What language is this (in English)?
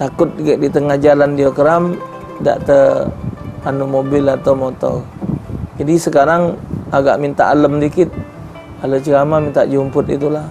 Musi